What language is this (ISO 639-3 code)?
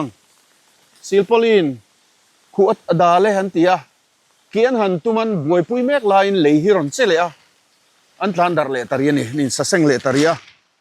lus